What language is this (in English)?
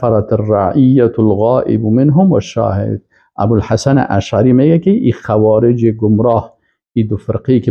Persian